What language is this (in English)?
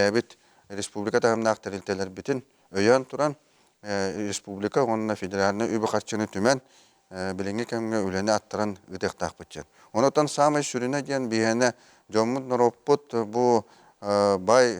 Yakut